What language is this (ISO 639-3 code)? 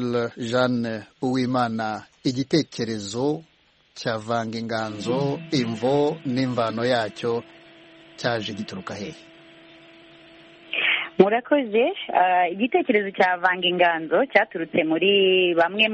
kin